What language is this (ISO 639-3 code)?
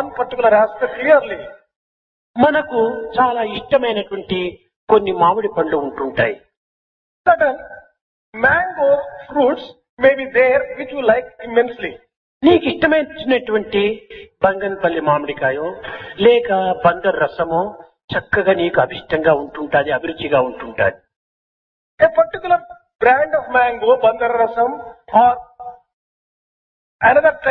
tel